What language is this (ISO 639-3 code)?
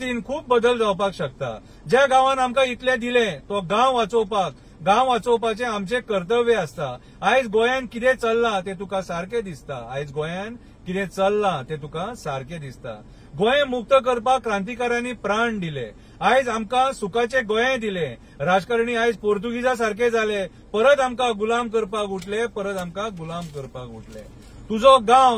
kok